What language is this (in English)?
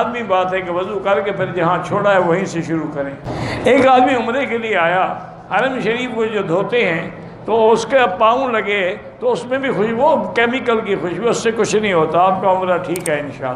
Urdu